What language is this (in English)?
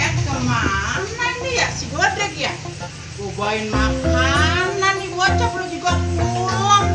Betawi